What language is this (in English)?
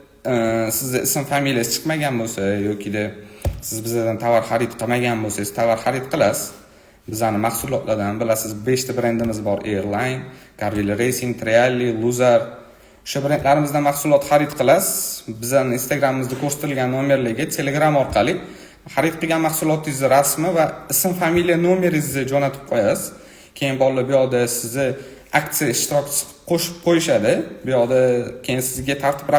Uzbek